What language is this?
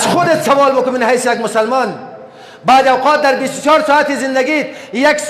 Persian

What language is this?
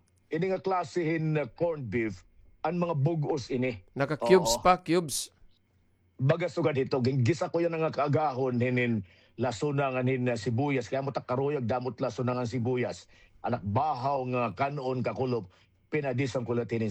Waray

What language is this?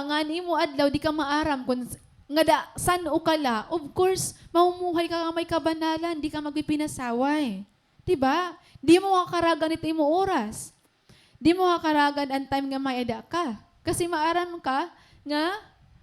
Waray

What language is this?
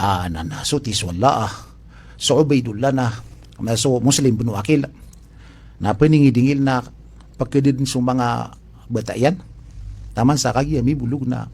Maranao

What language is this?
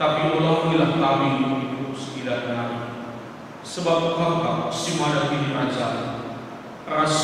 Batak Karo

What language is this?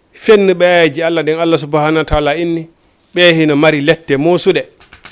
Fula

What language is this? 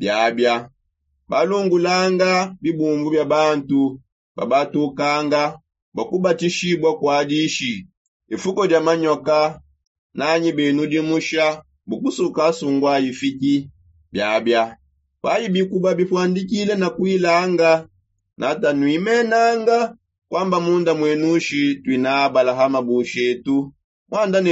Songe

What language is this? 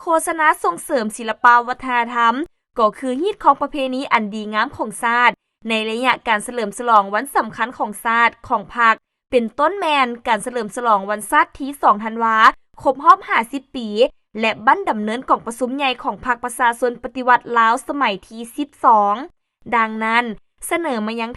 Lao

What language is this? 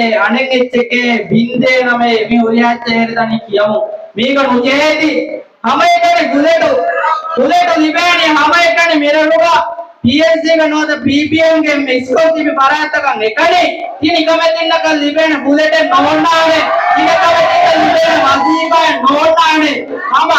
Divehi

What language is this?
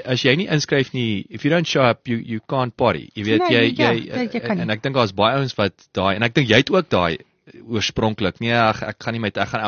Afrikaans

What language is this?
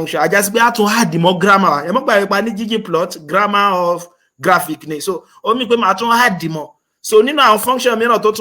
Yoruba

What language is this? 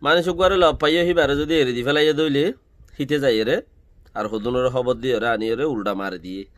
Rohingya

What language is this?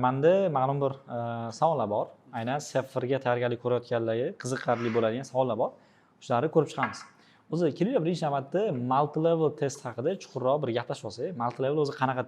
Uzbek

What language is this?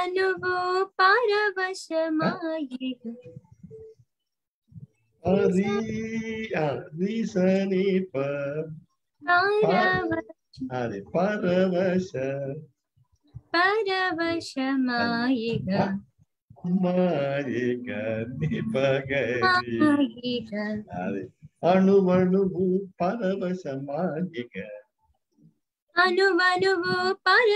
Telugu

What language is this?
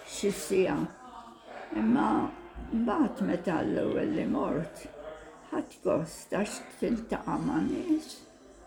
Maltese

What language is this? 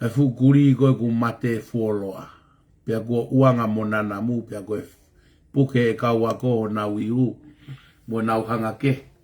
Tongan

